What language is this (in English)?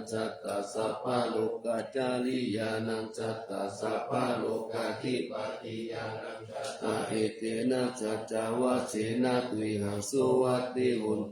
Pali